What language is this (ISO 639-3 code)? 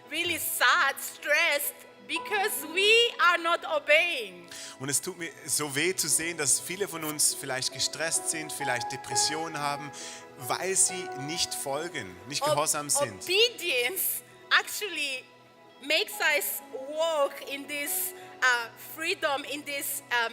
gsw